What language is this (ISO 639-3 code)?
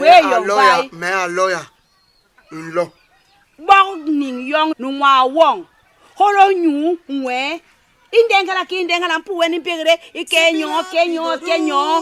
bas